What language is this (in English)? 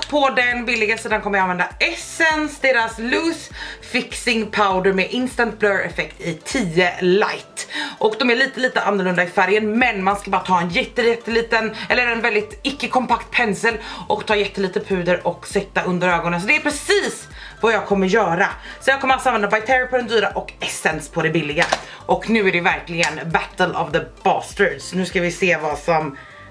Swedish